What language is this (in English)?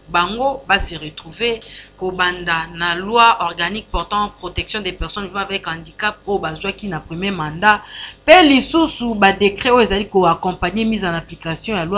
Lingala